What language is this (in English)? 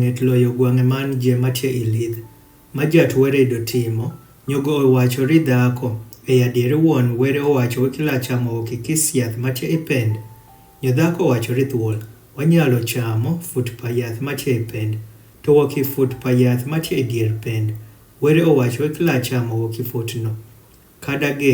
Adhola